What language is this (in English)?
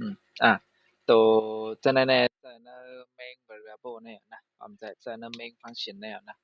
Shan